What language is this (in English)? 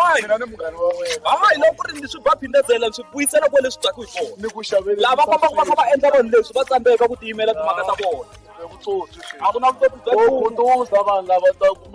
Tsonga